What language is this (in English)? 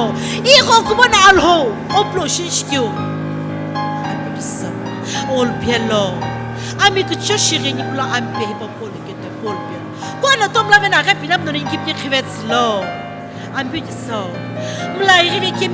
Sumi Naga